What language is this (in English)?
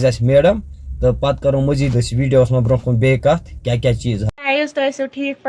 Kashmiri